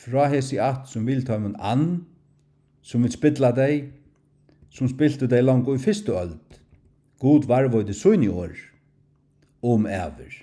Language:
Faroese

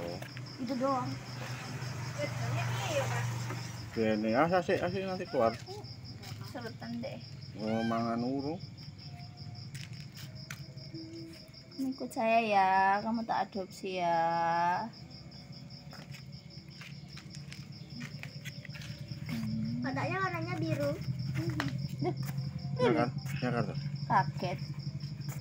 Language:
Indonesian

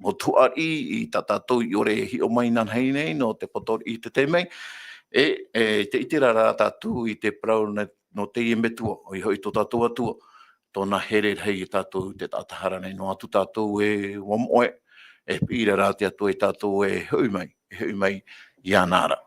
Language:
Tahitian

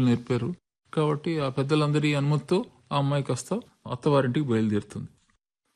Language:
Telugu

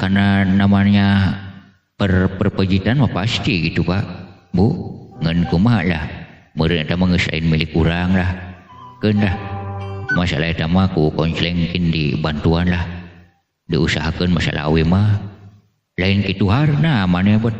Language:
Sundanese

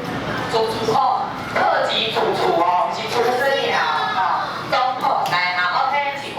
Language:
Min Nan Chinese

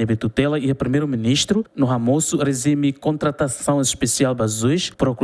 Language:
Tetum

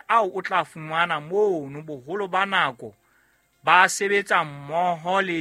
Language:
Southern Sotho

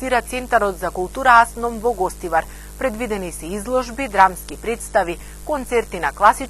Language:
Macedonian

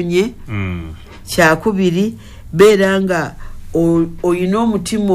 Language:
Ganda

